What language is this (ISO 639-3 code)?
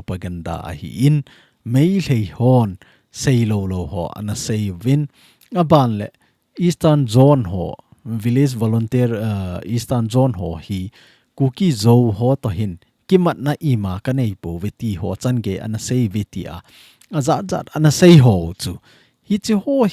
tcz